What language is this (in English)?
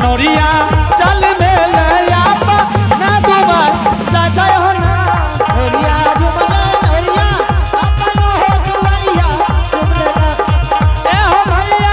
Angika